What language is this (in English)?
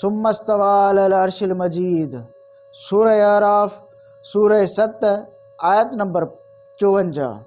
Sindhi